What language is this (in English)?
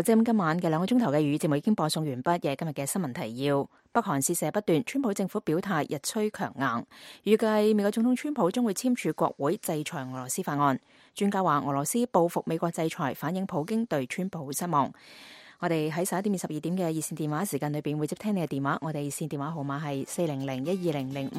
Cantonese